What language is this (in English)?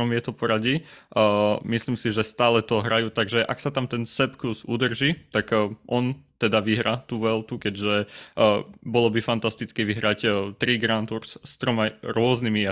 Slovak